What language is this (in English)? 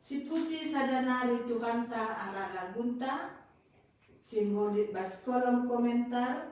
Batak Karo